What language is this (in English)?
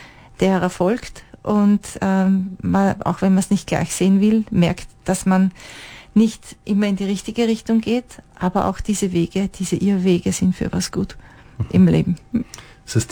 German